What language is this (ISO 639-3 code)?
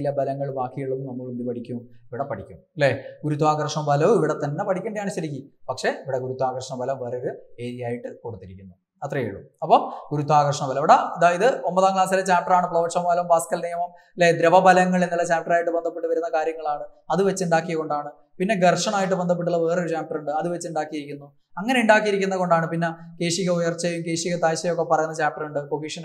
mal